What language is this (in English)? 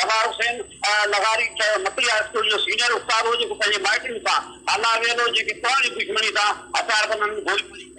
Sindhi